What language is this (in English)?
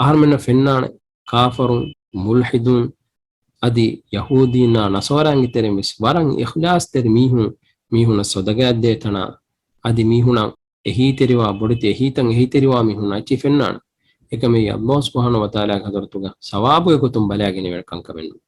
Divehi